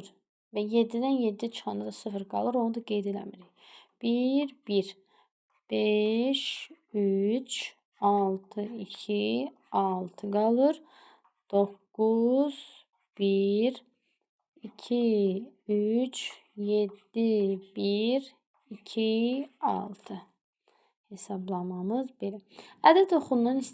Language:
Azerbaijani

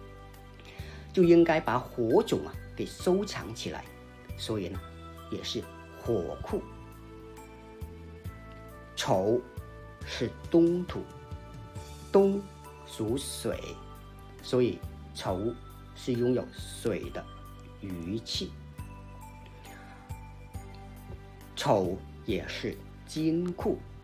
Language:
Chinese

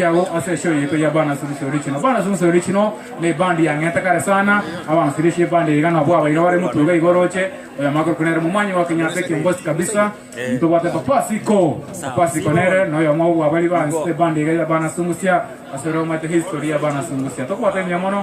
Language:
Gusii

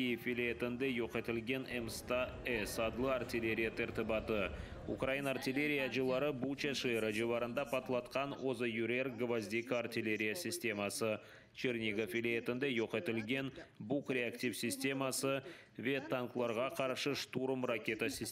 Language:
Crimean Tatar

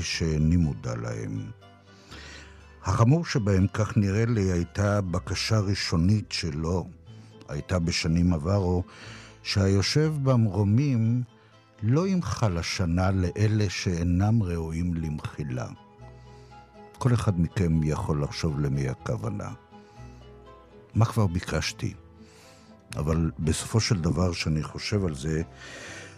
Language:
Hebrew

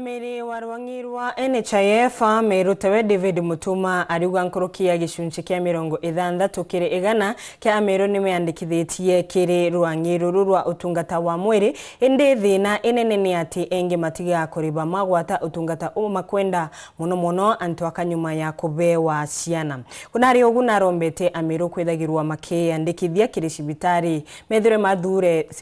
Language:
Meru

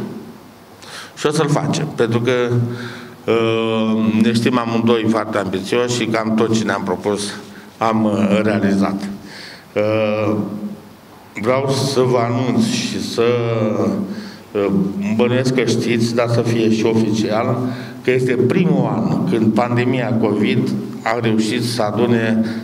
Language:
Romanian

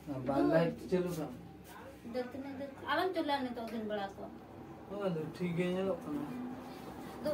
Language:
Santali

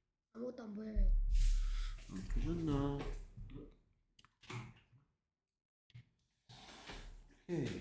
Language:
Korean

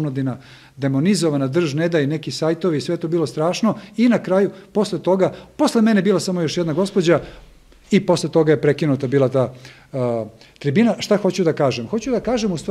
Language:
Serbian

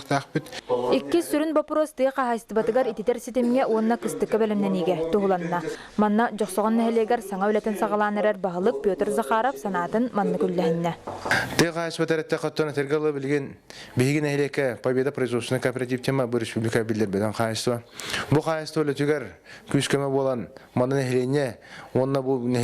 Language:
Yakut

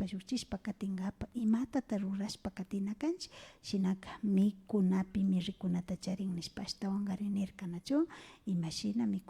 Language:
Imbabura Highland Quichua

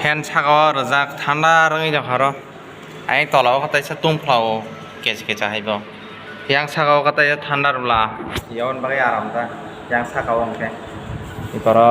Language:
Kok Borok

